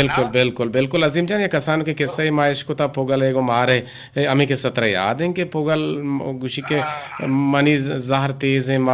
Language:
Eastern Balochi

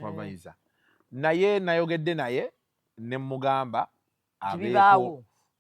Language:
Ganda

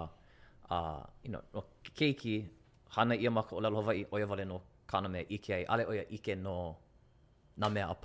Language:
Hawaiian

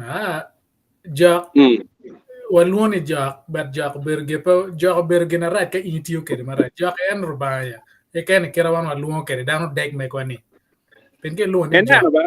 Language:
Acoli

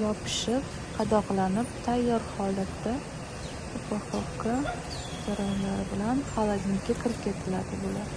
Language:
Uzbek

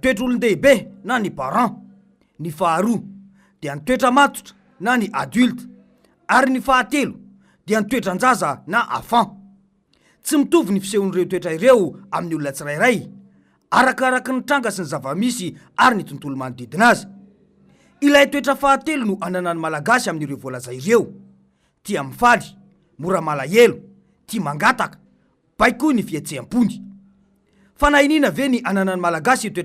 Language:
Malagasy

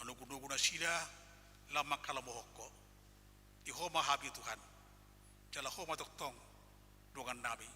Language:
Batak Toba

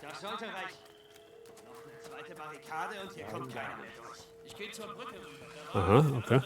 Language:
Bavarian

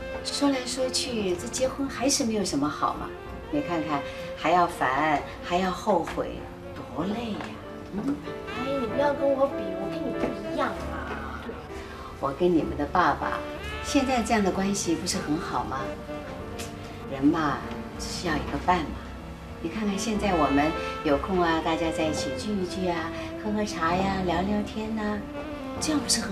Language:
Chinese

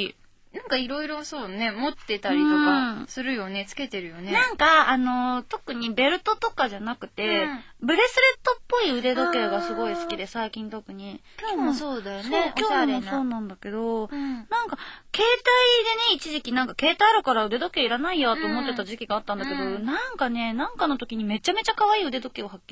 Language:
Japanese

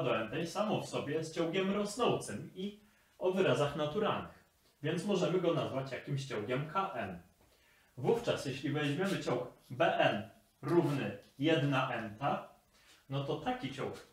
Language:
Polish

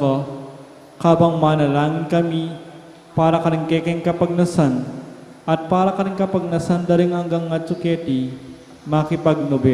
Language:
Pampanga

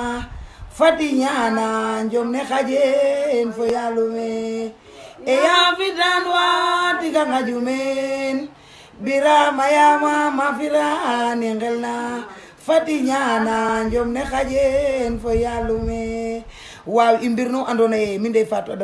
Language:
Wolof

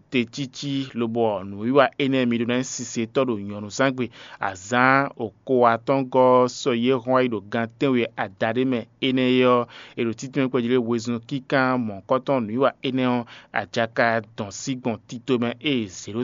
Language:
Fon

